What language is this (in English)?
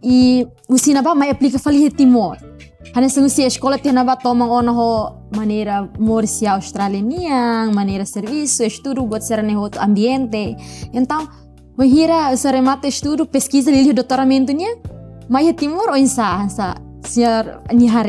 Tetum